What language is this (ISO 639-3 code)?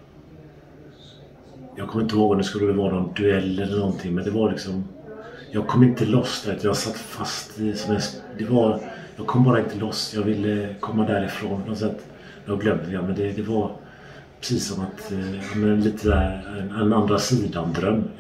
swe